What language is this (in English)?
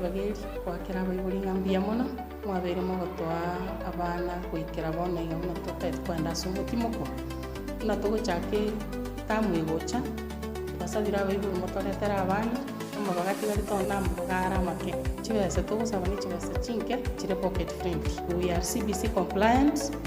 Gusii